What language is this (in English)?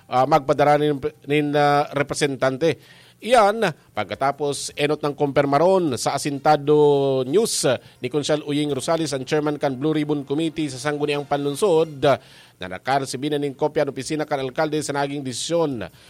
Bikol